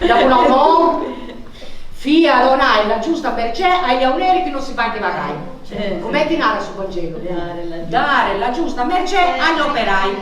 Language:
Sardinian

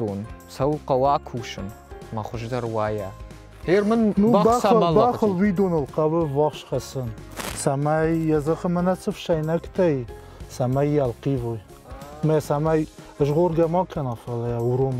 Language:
Ossetic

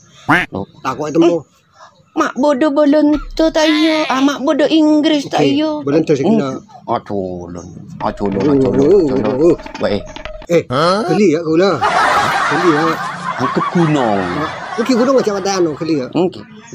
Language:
Madurese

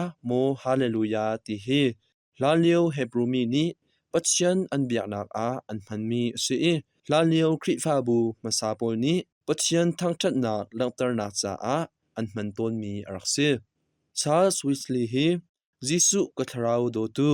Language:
Hakha Chin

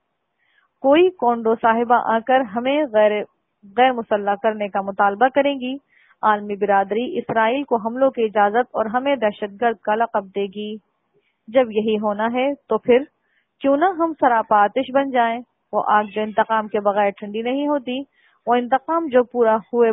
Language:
Urdu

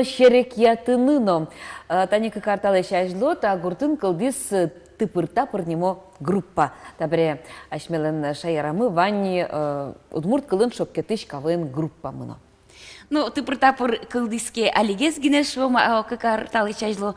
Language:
Udmurt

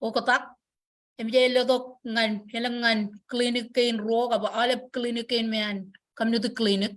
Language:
Marshallese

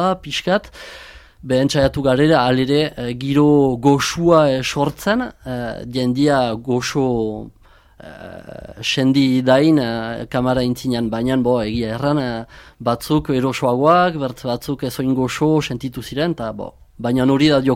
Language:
Basque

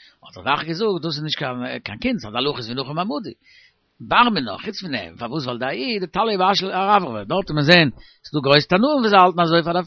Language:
Yiddish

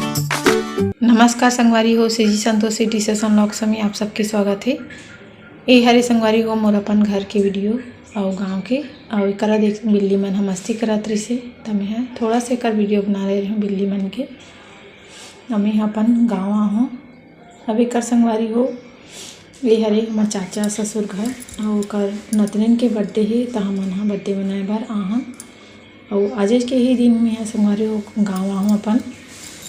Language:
Chhattisgarhi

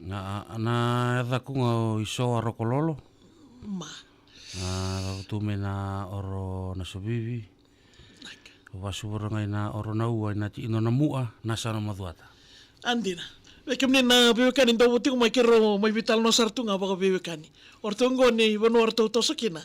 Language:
Fijian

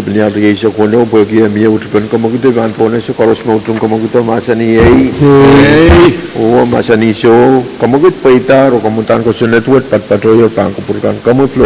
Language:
Pohnpeian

